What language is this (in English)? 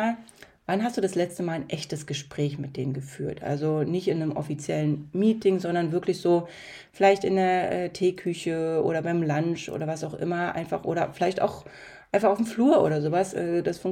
German